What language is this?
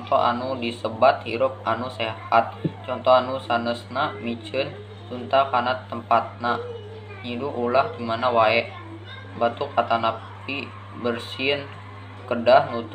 Sundanese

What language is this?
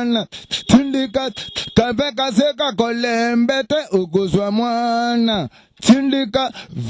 Lingala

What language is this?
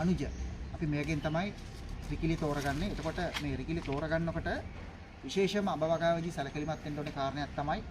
Sinhala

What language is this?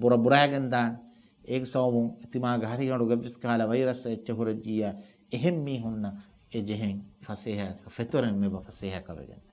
Divehi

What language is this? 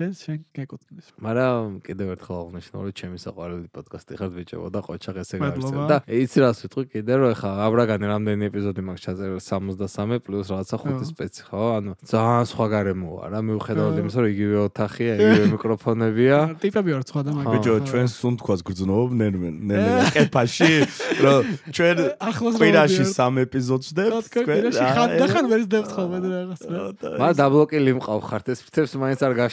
Georgian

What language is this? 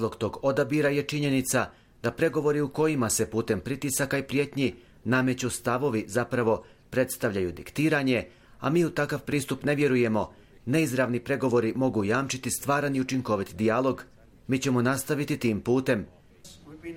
Bosnian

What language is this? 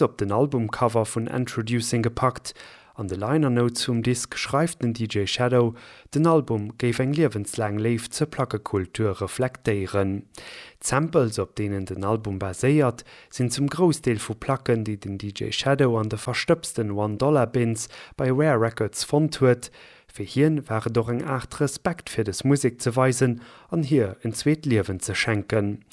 Luxembourgish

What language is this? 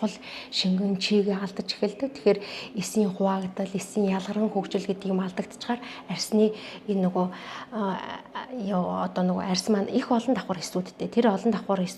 Mongolian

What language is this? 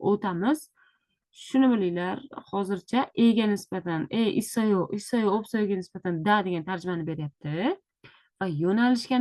Uzbek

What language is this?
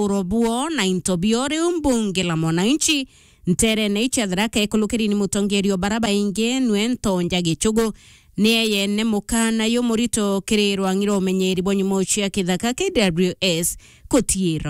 Meru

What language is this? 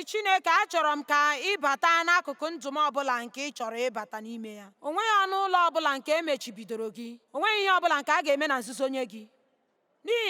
Igbo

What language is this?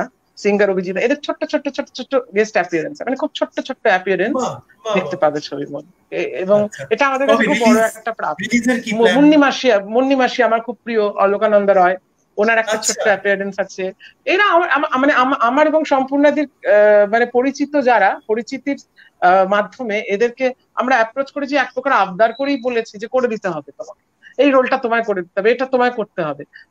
Bangla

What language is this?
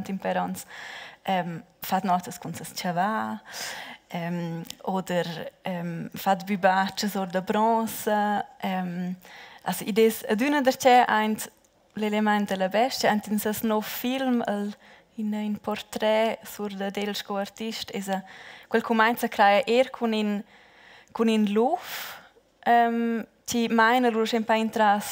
Romansh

